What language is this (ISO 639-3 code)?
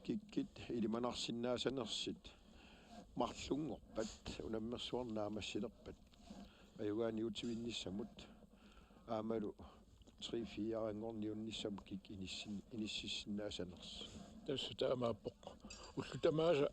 kal